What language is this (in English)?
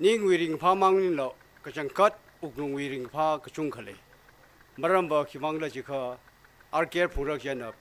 Tangkhul Naga (India)